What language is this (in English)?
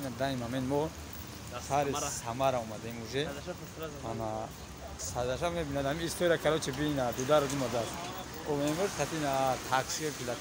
Tajik